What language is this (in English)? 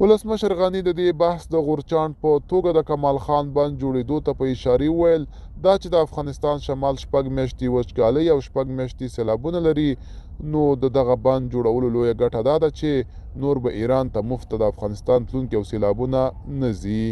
Pashto